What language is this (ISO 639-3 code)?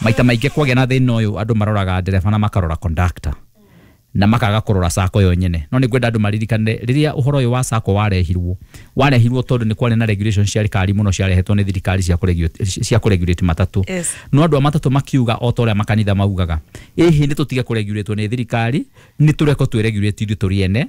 kik